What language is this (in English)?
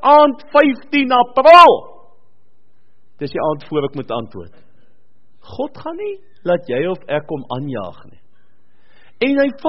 Afrikaans